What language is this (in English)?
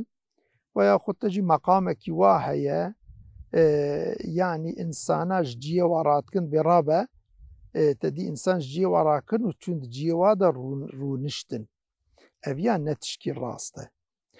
Kurdish